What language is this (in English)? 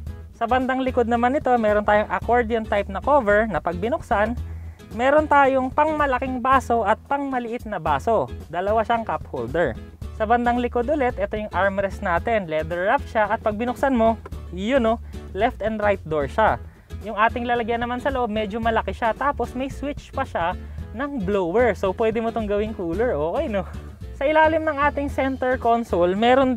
Filipino